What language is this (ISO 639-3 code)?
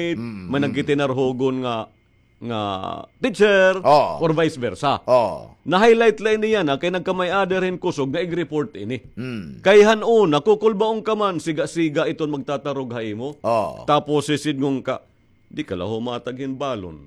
war